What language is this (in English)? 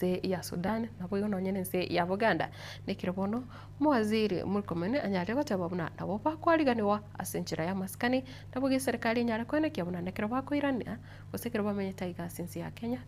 Gusii